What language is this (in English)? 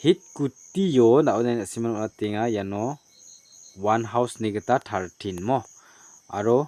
Garo